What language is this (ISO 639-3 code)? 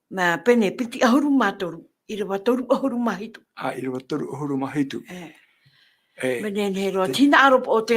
tah